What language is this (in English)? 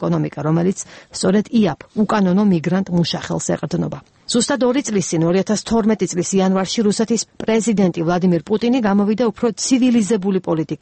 Georgian